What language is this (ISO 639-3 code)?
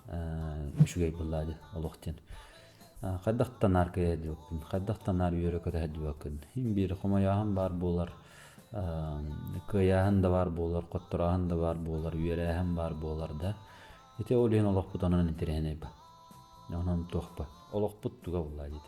sah